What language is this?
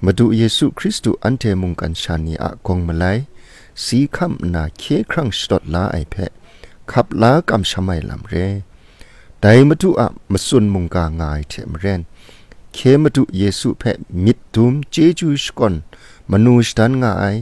Kachin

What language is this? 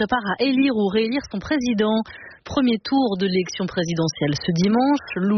French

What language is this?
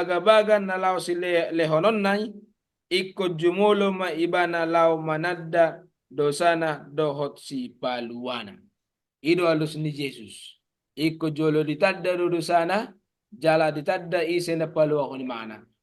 Batak Toba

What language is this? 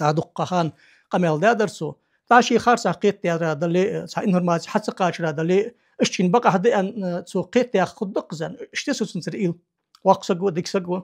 Ingush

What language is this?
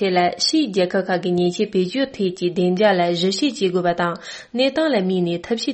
Tibetan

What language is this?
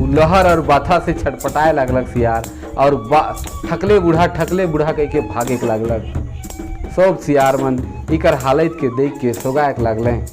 Sadri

